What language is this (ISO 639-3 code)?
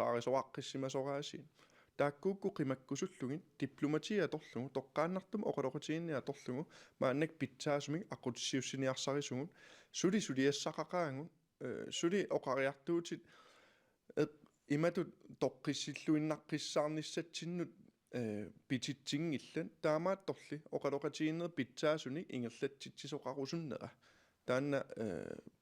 kal